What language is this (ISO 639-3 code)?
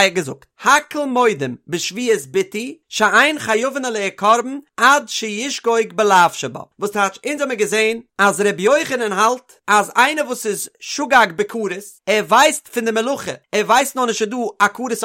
yid